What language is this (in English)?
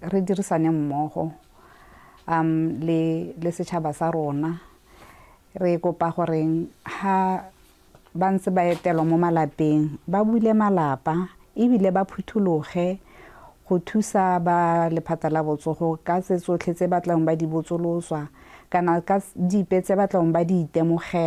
Tswana